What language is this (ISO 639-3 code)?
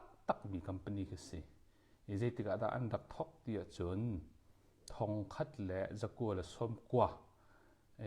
cnh